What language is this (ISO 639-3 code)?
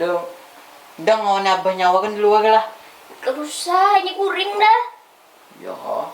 bjn